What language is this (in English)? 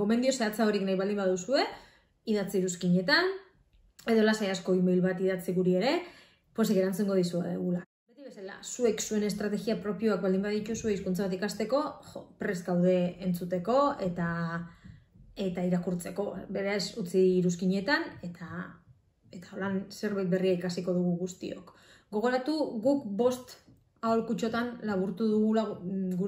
Basque